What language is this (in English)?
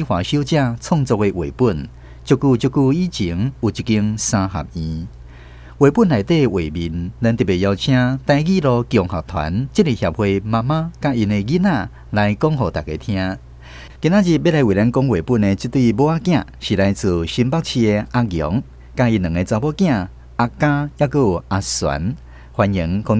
Min Nan Chinese